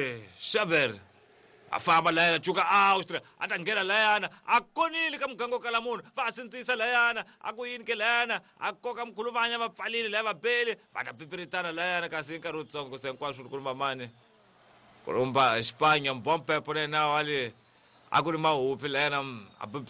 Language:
Tsonga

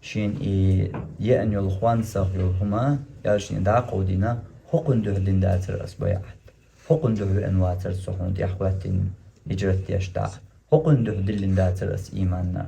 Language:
Chechen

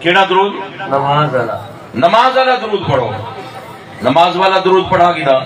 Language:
Saraiki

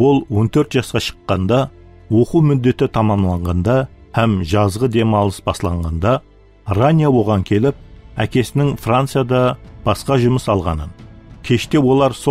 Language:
Kara-Kalpak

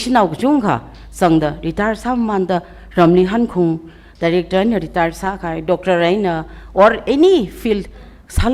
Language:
Tangkhul Naga (India)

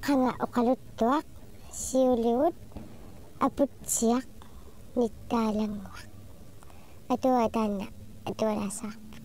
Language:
Kalaallisut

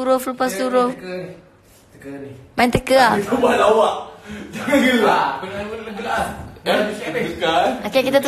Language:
Malay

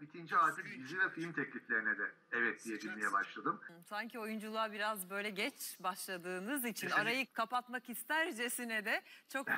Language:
Turkish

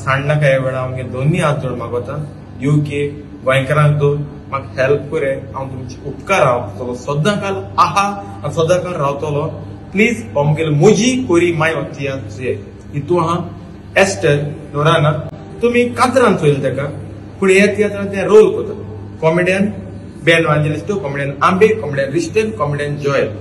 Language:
Konkani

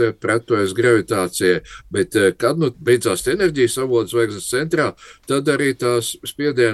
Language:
Latvian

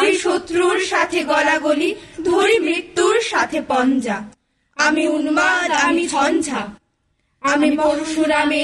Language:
Bangla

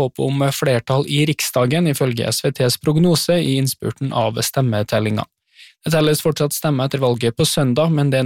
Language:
Norwegian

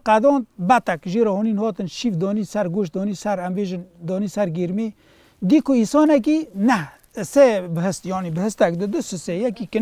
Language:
Kurdish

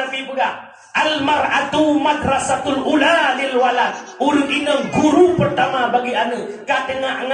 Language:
Achinese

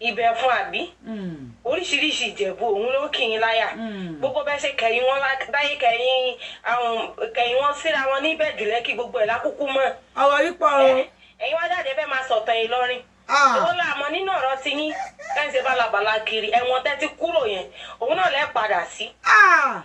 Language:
Yoruba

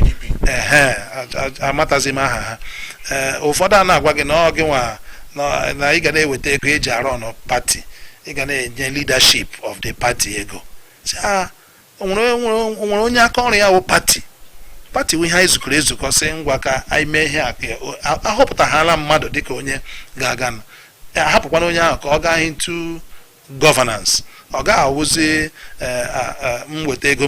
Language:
Igbo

